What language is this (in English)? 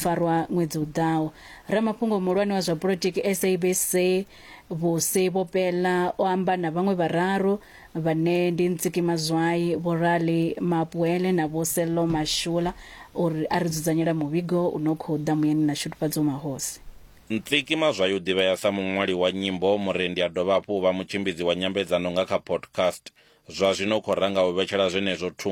Venda